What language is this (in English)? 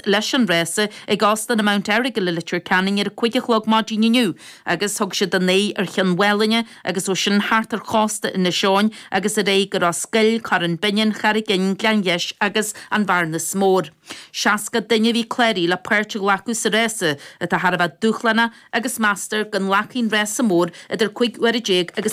Irish